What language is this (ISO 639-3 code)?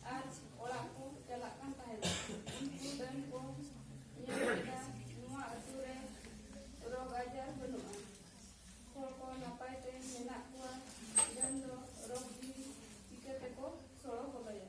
sat